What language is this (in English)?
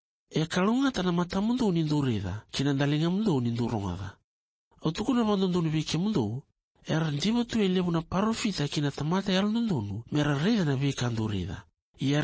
Fijian